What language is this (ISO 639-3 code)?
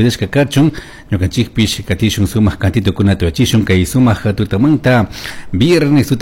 qug